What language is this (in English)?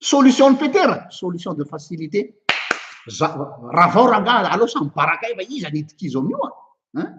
Malagasy